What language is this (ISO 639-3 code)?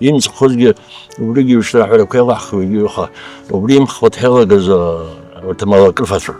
abk